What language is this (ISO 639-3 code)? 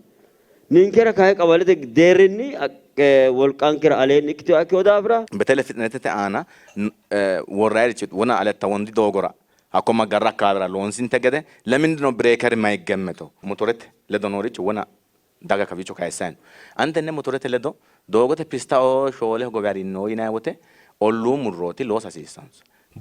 sid